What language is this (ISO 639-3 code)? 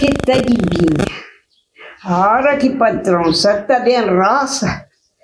kea